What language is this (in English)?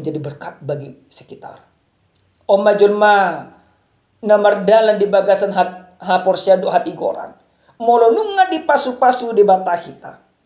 Batak Toba